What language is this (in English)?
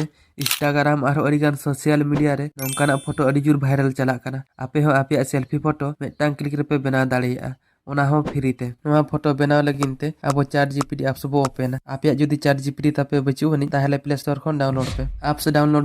Santali